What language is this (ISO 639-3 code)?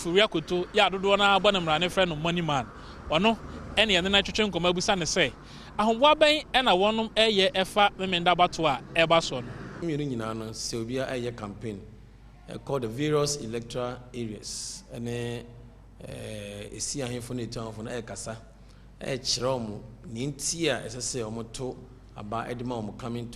aka